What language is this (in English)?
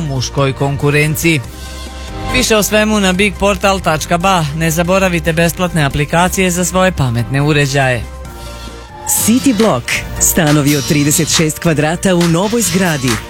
Bosnian